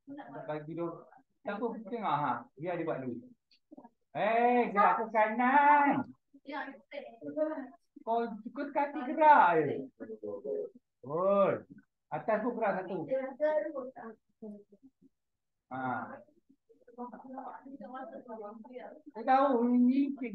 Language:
Malay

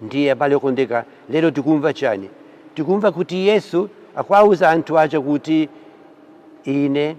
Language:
Nyanja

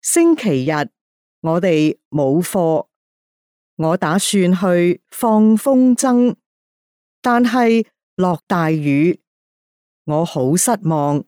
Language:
Cantonese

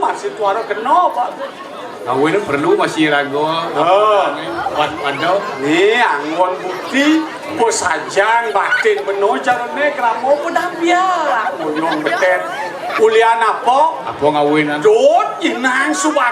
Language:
Balinese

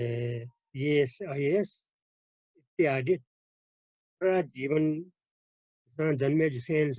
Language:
Newari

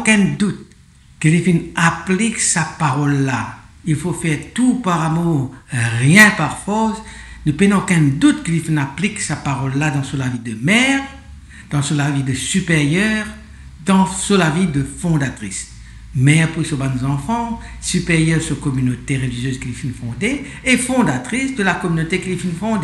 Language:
Morisyen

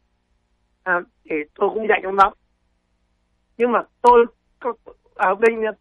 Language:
Vietnamese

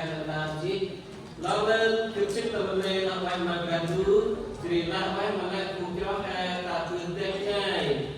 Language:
Central Mnong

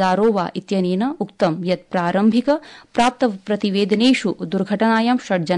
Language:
Sanskrit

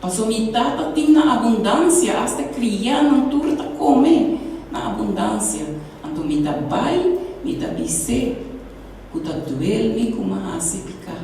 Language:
Papiamento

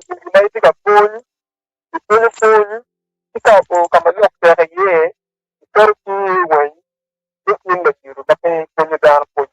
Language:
Acoli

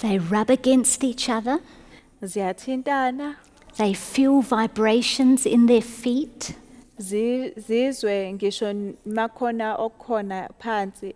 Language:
Zulu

